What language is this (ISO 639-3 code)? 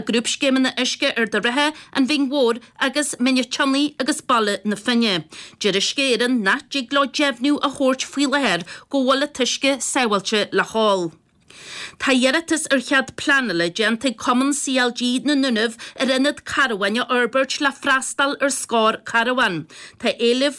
gle